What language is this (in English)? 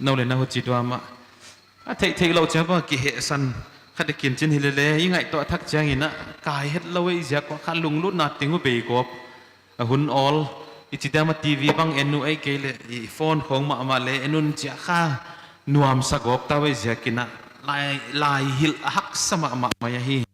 Paite Chin